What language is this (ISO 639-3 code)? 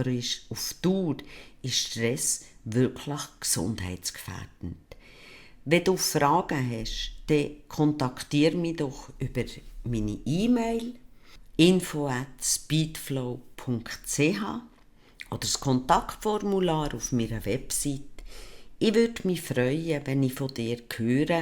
gsw